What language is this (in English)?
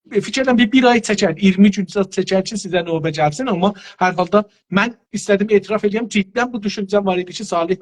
South Azerbaijani